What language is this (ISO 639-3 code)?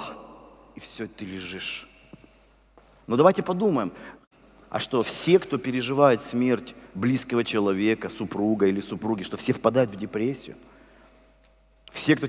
rus